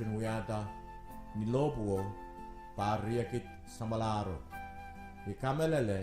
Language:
Pohnpeian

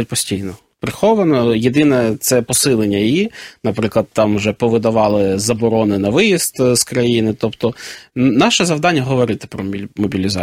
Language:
Ukrainian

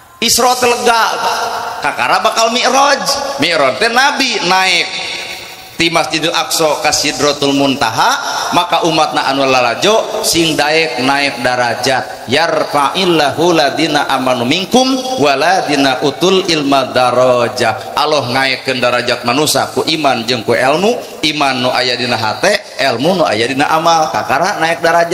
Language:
Sundanese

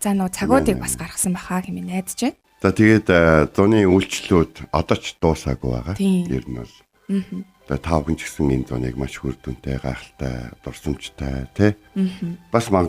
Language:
Mongolian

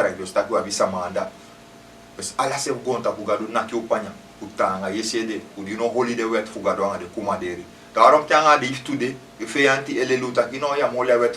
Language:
Sranan Tongo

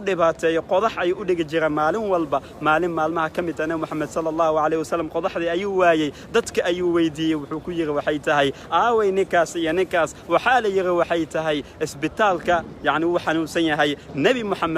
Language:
Somali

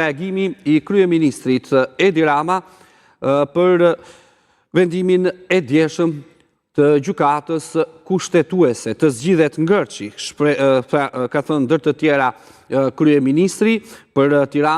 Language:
Albanian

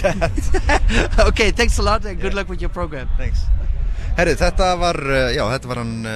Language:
Icelandic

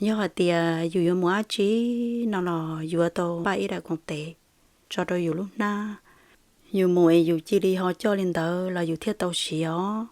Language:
Hmong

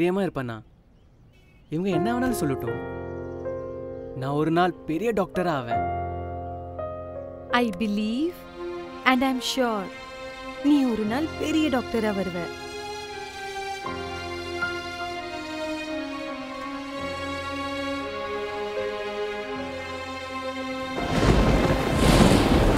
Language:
Tamil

